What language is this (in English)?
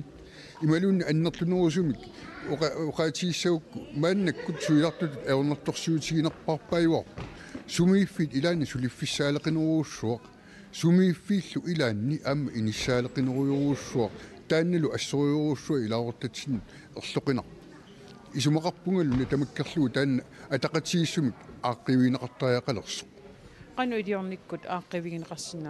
Kalaallisut